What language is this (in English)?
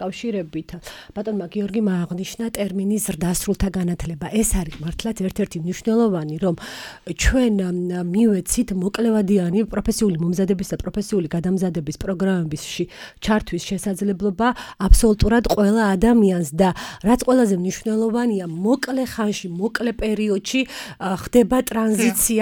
Georgian